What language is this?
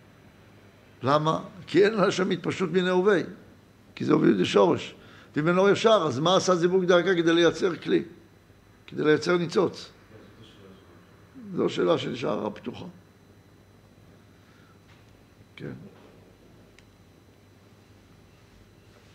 Hebrew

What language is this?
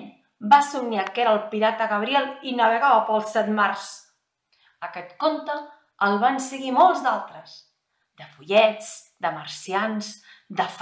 Catalan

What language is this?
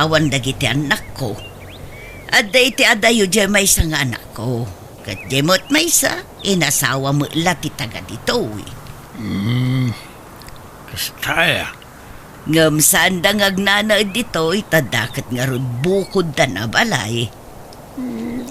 Iloko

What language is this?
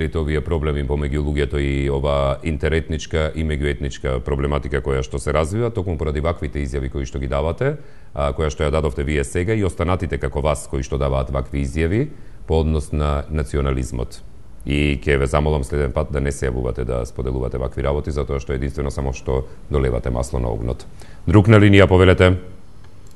Macedonian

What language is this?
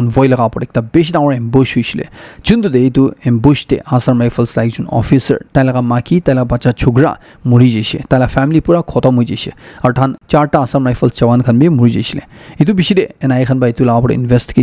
Naga Pidgin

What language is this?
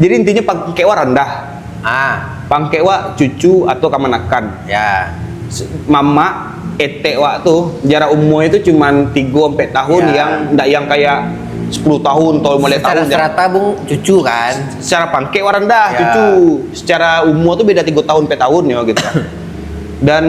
Minangkabau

